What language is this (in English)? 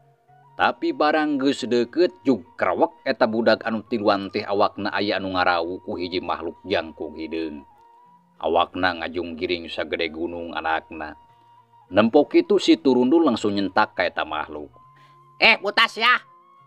Sundanese